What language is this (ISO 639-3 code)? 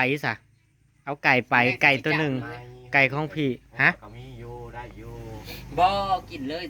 tts